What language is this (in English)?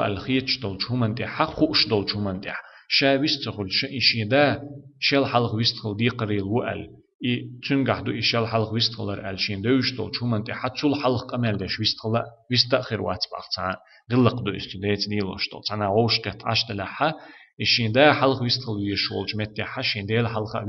Chechen